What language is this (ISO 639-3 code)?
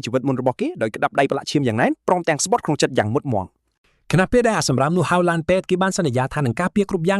khm